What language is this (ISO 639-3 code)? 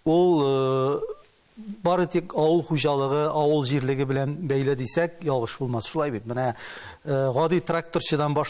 tat